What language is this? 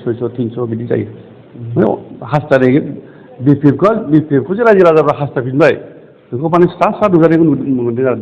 Bodo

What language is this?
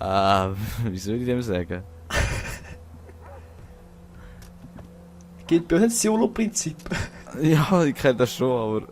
Swiss German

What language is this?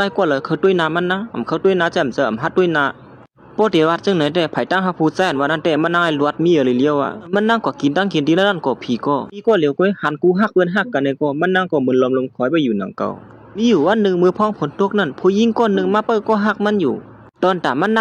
Shan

